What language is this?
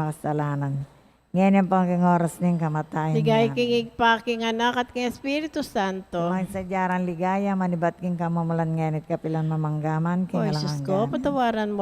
Pampanga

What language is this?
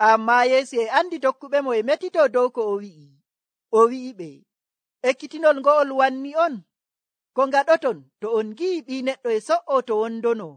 Nigerian Fulfulde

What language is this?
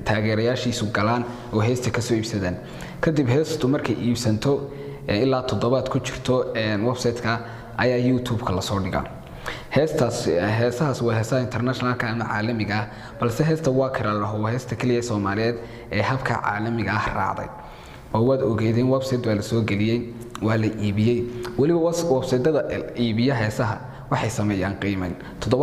Somali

